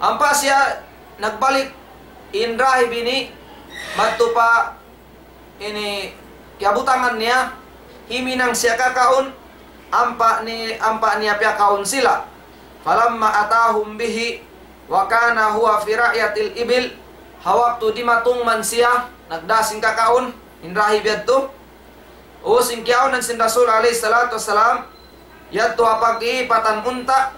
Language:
Tausug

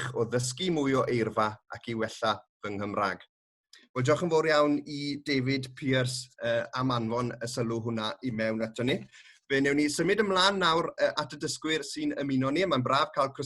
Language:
Welsh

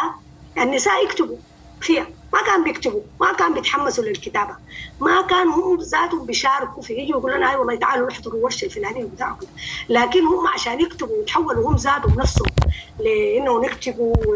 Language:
Sudanese Arabic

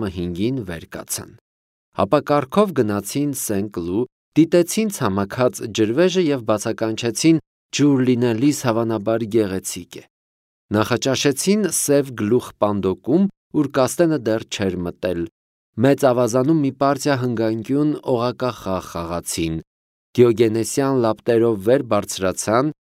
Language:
Armenian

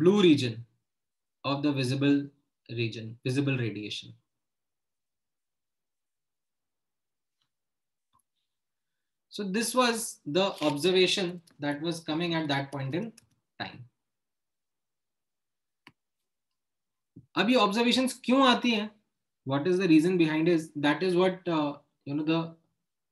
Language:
Hindi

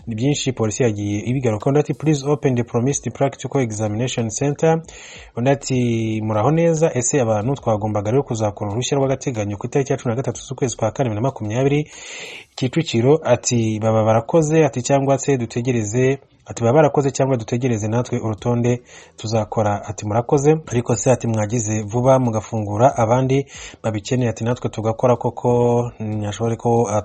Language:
Kinyarwanda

